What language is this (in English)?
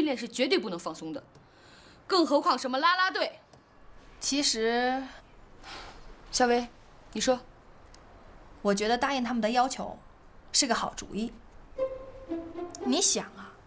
Chinese